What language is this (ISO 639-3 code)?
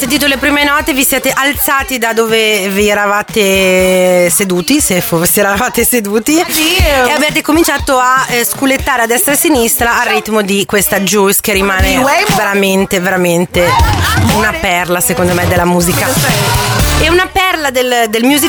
ita